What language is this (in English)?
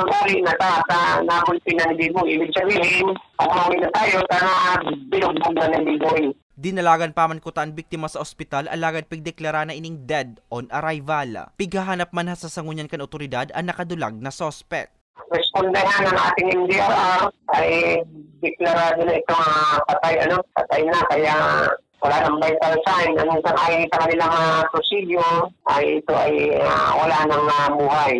Bikol